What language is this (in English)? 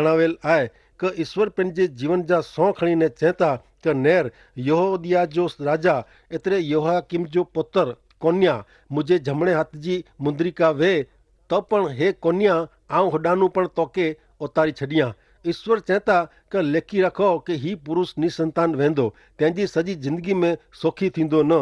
Kachhi